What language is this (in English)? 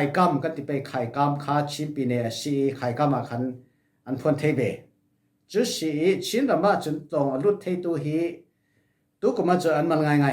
Falam Chin